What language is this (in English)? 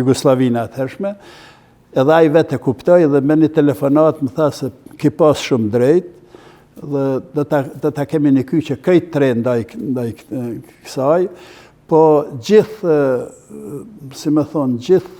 Albanian